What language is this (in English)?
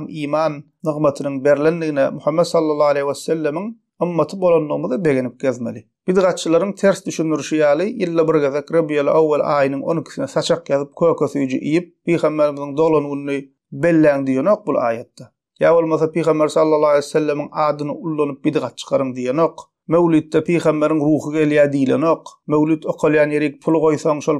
Turkmen